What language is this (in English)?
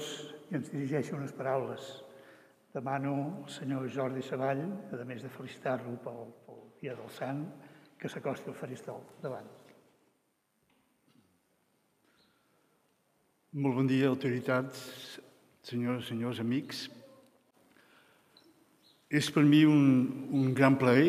Catalan